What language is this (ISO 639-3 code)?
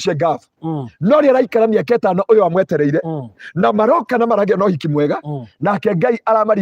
kik